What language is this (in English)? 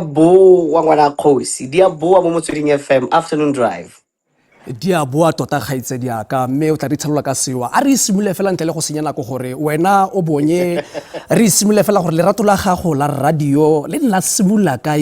Tswana